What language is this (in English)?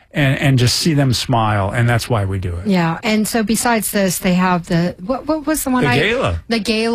English